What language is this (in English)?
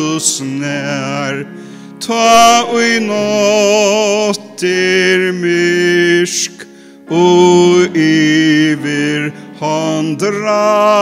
Faroese